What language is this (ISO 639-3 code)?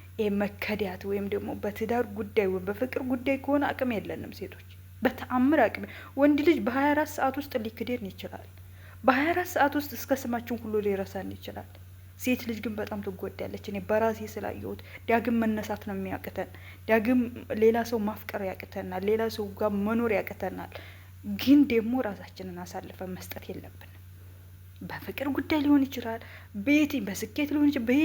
amh